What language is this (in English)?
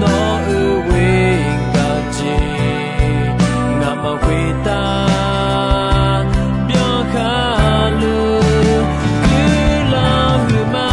Akha